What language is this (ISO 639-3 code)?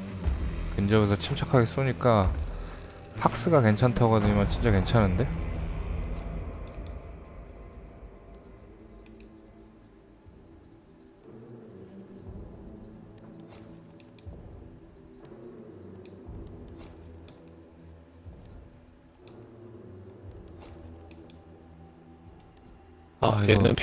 kor